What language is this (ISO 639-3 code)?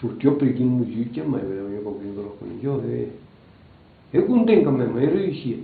oci